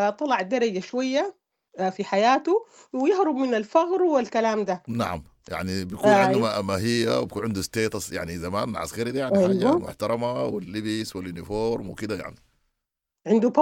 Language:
Sudanese Arabic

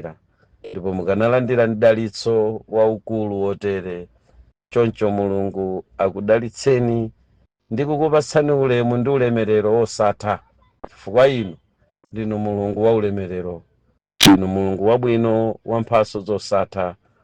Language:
Nyanja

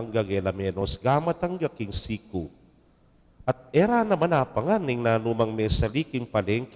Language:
Pampanga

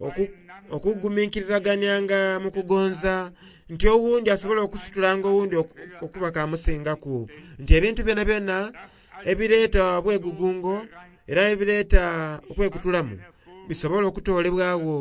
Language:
Soga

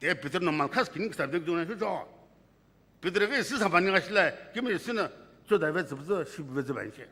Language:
Sumi Naga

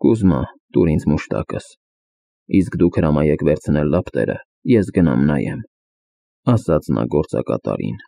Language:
Armenian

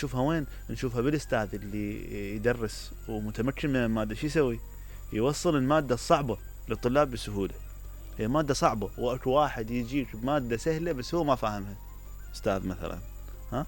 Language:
Mesopotamian Arabic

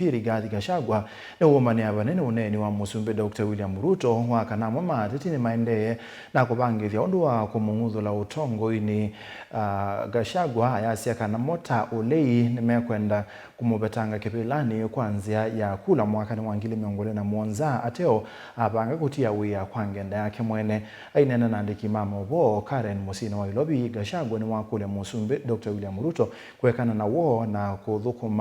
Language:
Kamba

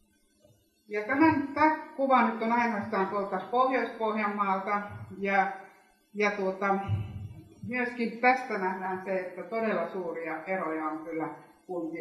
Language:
Finnish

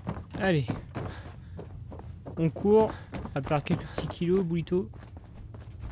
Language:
French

